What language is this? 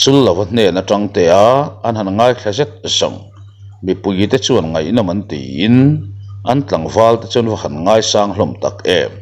Mizo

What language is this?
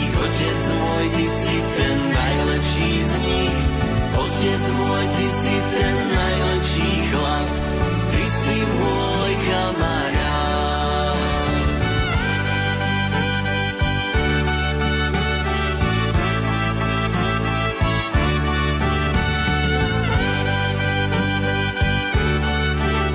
Slovak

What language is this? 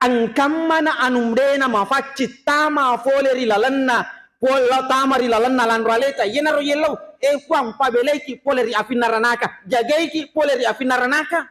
Buginese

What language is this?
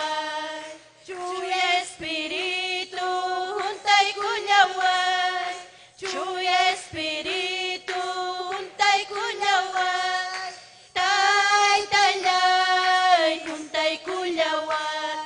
Ayacucho Quechua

